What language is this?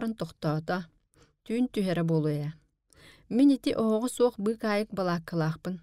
Yakut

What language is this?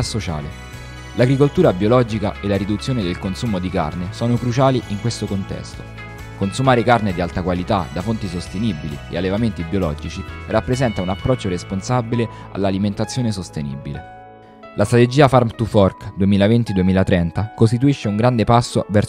Italian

